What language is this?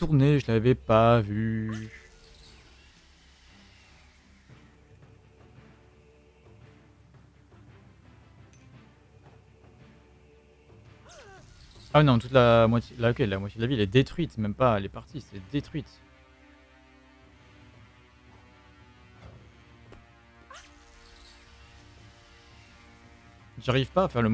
French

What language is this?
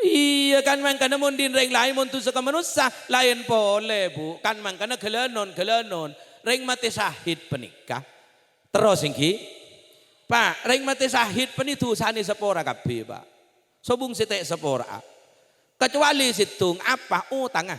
Madurese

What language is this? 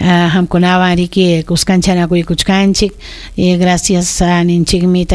Ayacucho Quechua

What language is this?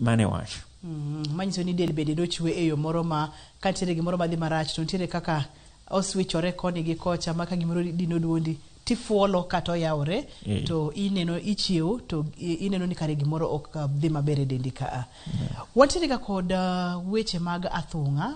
Luo (Kenya and Tanzania)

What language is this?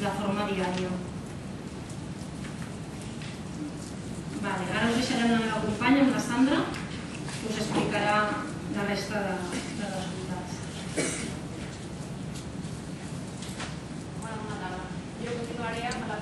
Catalan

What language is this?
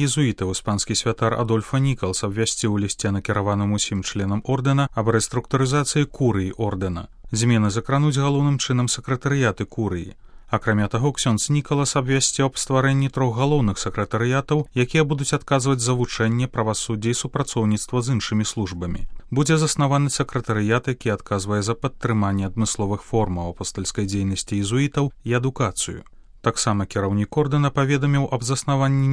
Belarusian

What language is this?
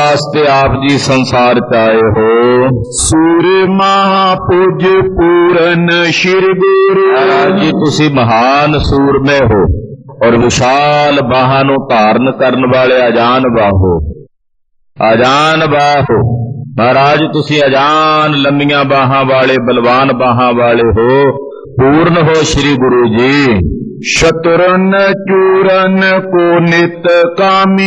Punjabi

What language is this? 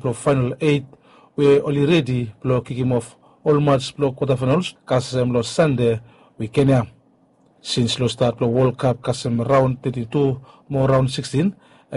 Bislama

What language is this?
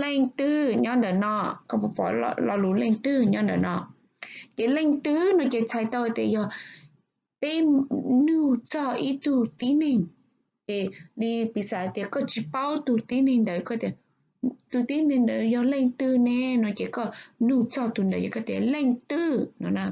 Hmong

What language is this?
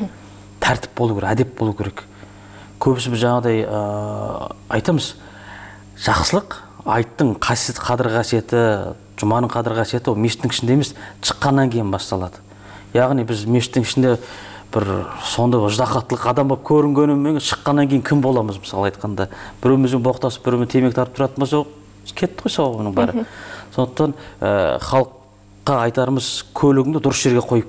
Kazakh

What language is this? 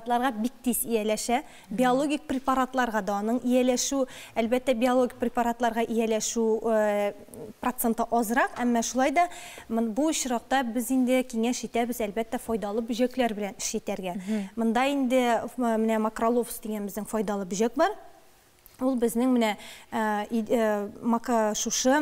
Tatar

